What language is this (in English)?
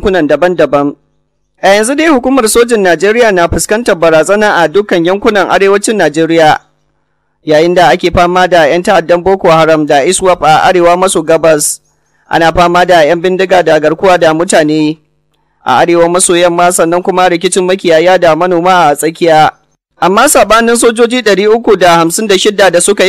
Hausa